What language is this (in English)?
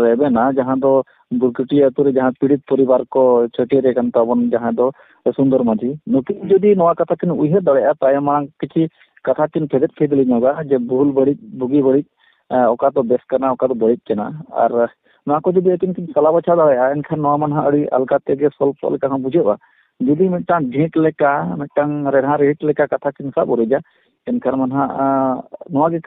Santali